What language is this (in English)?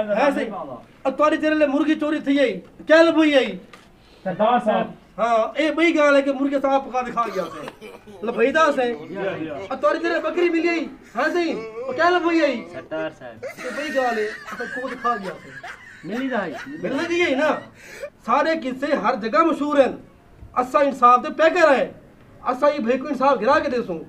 Saraiki